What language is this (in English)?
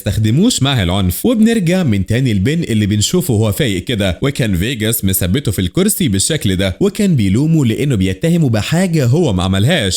Egyptian Arabic